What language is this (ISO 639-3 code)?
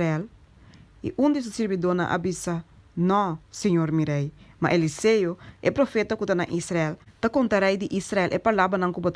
pap